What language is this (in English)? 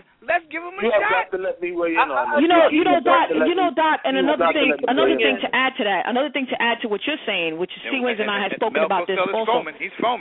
English